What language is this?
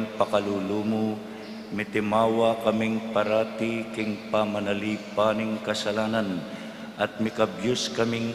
Pampanga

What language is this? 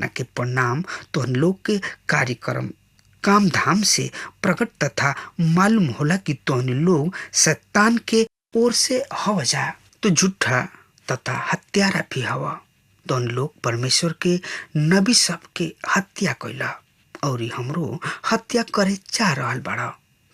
Bhojpuri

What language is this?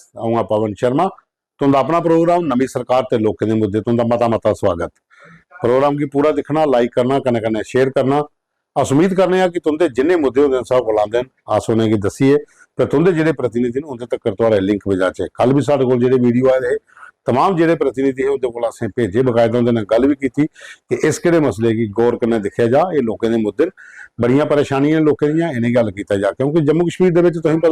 Dogri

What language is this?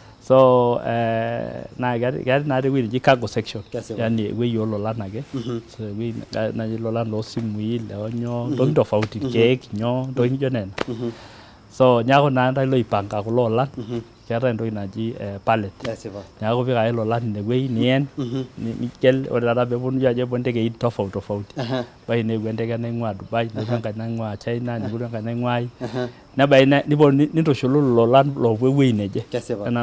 Masai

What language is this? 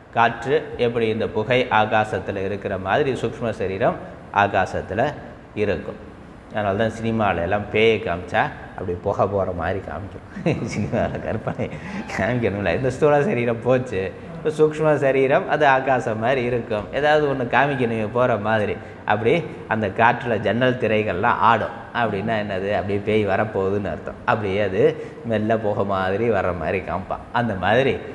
Tamil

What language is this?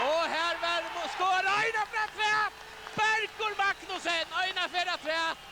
Faroese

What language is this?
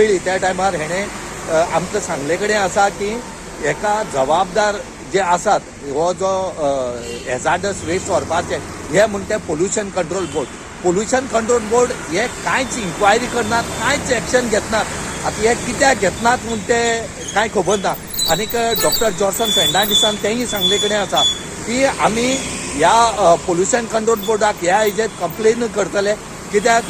Konkani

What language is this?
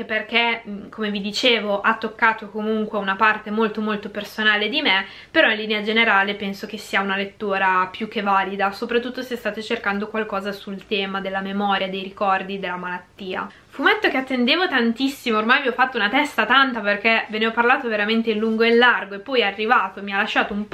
Italian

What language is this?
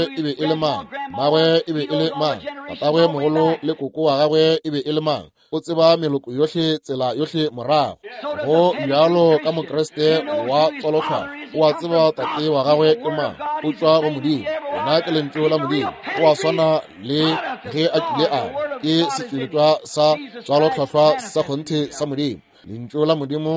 Northern Sotho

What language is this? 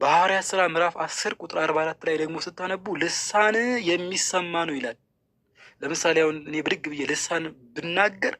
Amharic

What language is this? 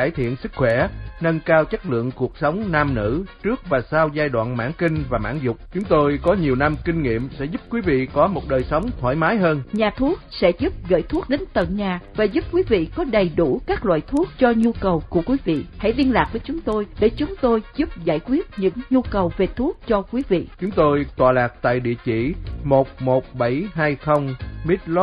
Vietnamese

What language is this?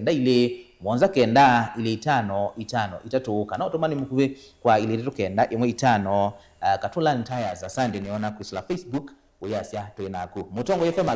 Kamba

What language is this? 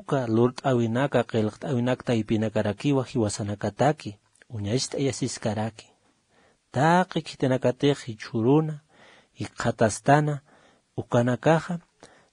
Aymara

